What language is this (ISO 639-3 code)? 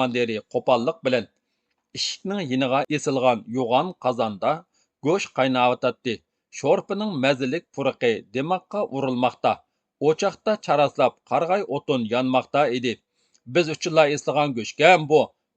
uig